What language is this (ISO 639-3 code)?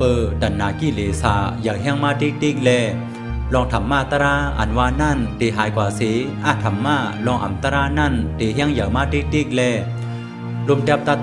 shn